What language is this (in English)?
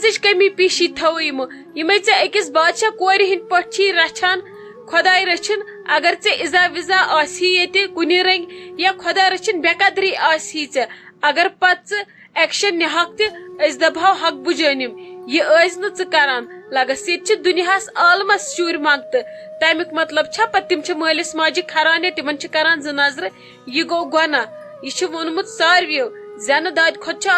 Kashmiri